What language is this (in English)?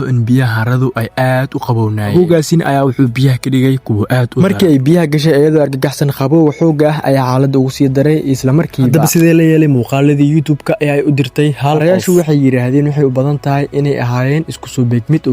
Somali